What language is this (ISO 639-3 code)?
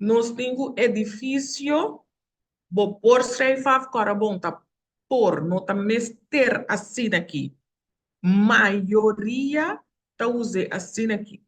pap